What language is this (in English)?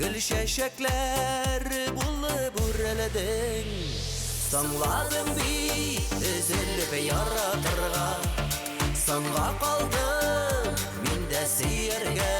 Tatar